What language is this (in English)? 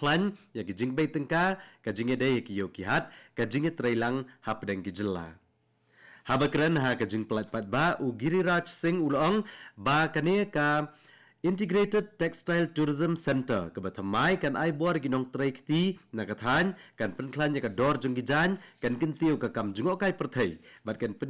Khasi